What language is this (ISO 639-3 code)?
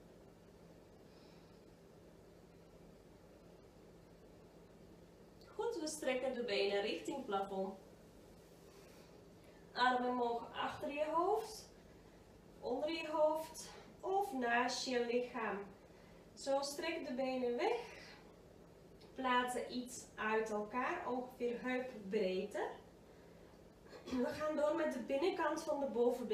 nld